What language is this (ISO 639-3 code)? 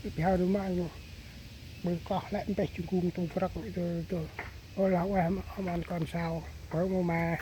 cmo